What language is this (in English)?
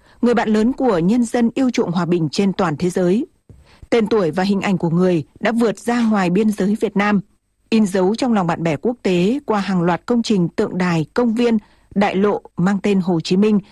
Vietnamese